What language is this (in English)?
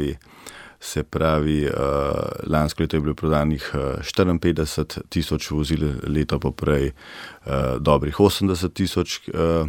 Slovenian